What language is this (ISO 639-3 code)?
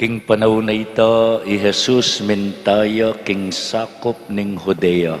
pam